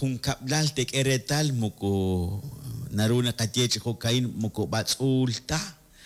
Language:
Kekchí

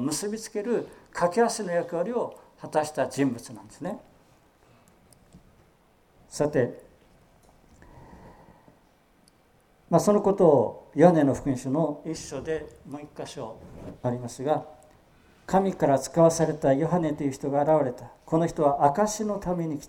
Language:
Japanese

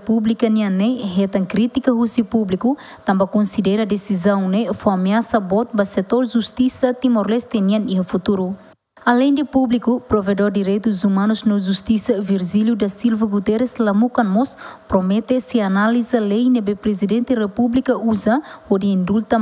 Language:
Tetum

